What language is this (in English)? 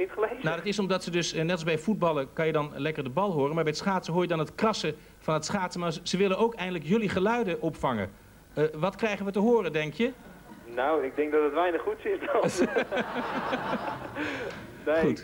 Dutch